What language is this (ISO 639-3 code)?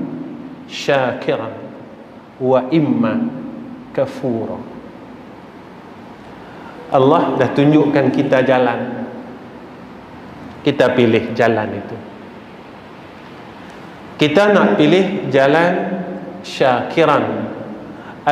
msa